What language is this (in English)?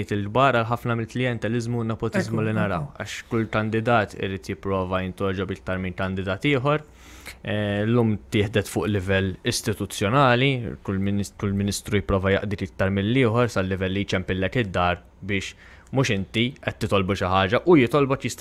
Maltese